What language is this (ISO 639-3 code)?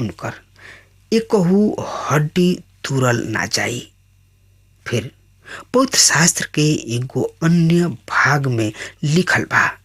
bho